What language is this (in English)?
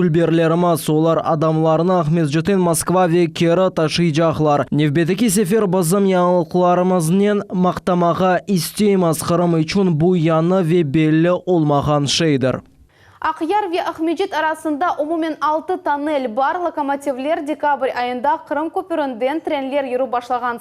Crimean Tatar